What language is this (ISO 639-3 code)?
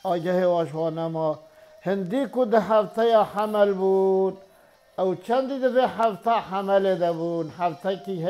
kur